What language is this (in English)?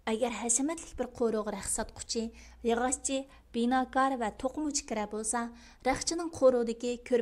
Uyghur